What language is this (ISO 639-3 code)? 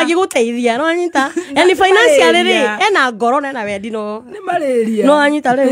kik